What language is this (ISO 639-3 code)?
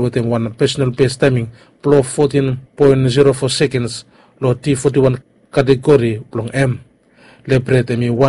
bis